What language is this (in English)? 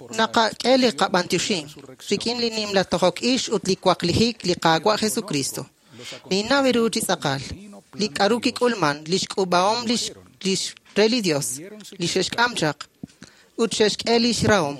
Kekchí